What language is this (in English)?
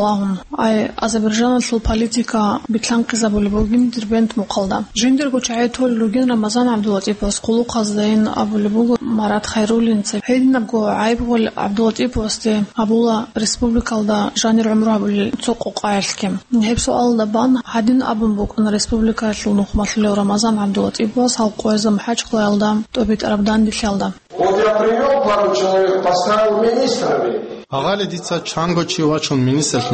Avaric